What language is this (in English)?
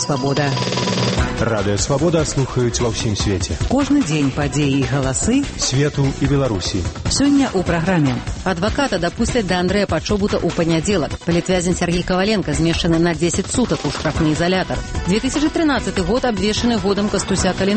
Belarusian